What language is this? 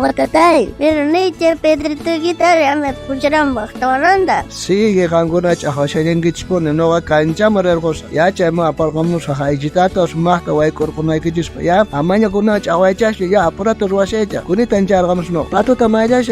South Bolivian Quechua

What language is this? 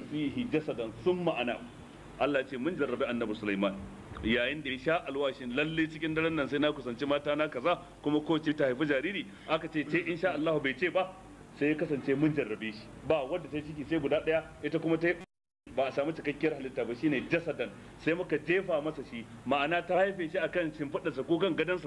Hausa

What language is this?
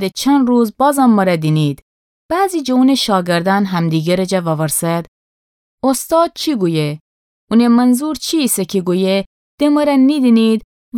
Gilaki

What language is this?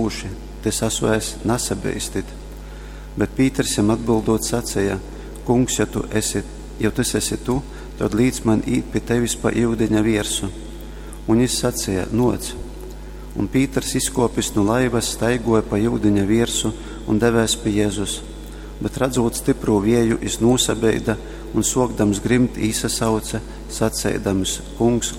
Latgalian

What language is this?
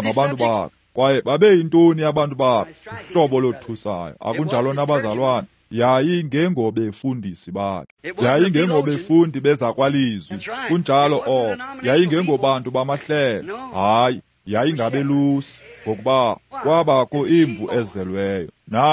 Xhosa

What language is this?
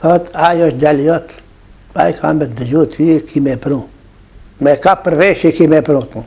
Albanian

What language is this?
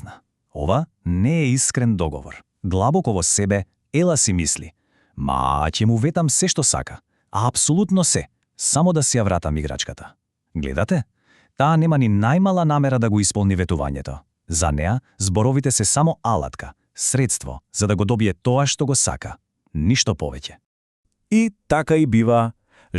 Macedonian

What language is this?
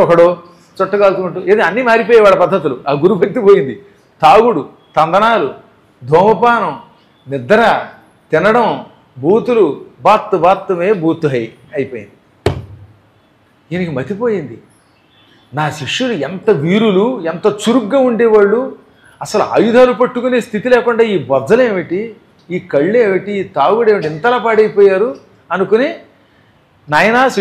Telugu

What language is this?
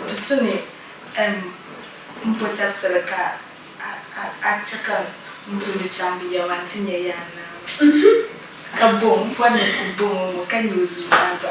Dagbani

